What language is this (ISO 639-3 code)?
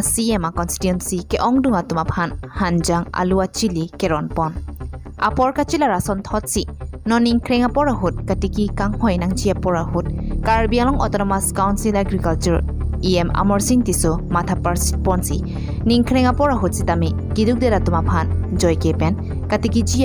mjw